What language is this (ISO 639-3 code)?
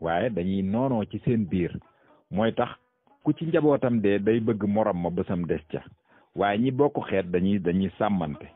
wol